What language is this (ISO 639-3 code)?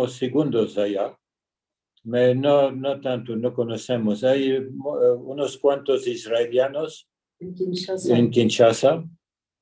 lad